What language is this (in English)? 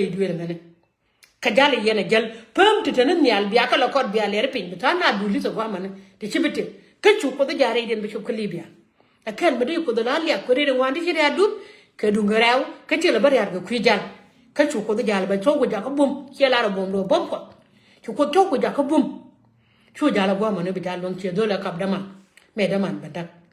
Nuer